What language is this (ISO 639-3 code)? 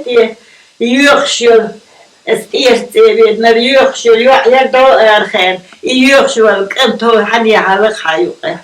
che